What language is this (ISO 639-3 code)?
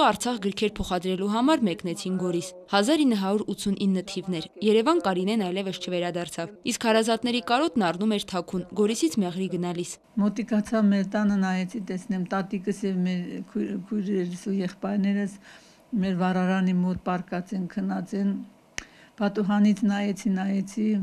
hye